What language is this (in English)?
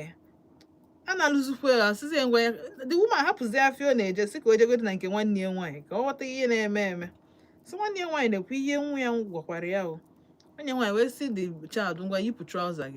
Igbo